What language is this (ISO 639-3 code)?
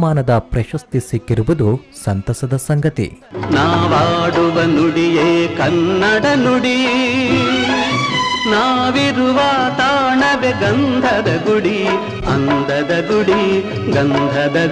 kan